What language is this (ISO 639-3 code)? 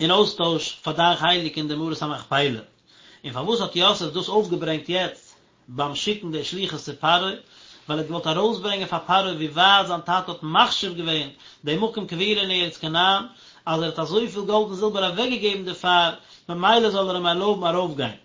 yid